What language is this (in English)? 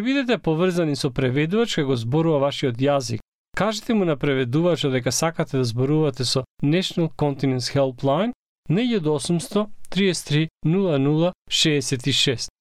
Macedonian